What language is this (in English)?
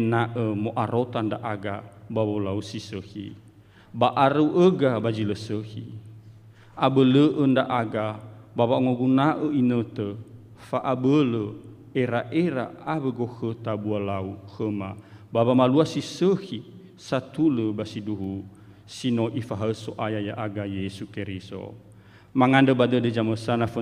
Nias